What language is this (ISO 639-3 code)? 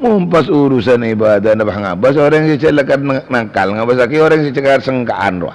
mad